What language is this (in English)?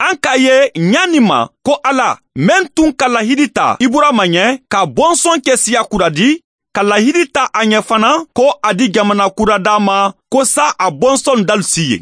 Bambara